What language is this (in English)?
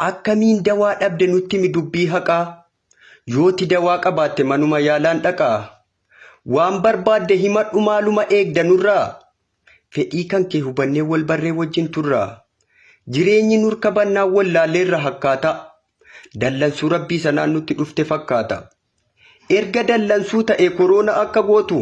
Oromo